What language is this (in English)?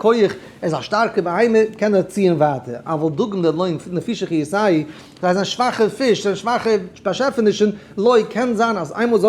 Yiddish